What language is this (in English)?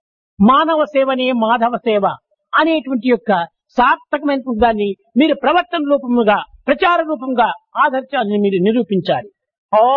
Telugu